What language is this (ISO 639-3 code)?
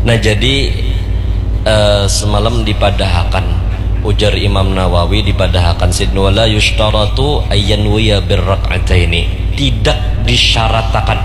bjn